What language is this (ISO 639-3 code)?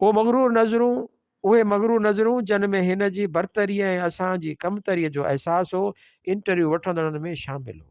snd